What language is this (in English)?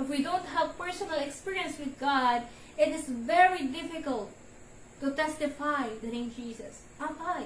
Iloko